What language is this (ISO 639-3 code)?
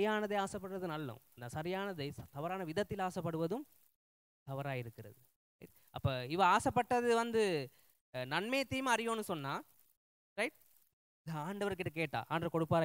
tam